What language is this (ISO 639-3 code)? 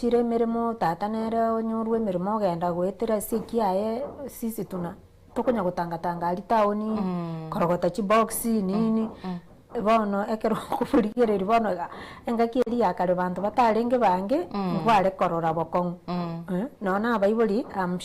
guz